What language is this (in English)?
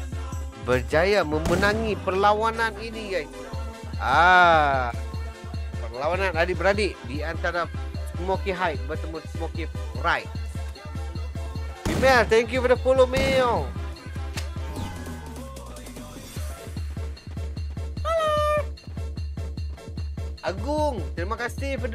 Malay